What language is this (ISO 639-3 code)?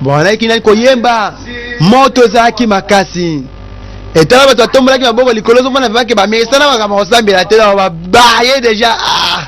lin